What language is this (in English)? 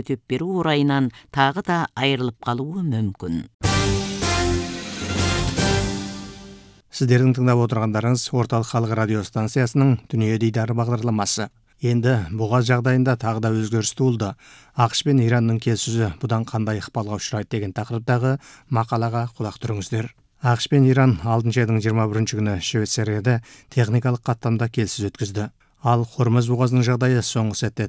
Kazakh